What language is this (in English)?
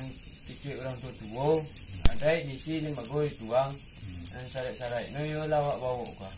Minangkabau